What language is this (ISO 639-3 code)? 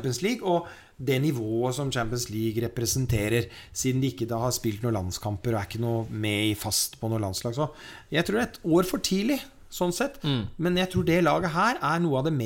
nor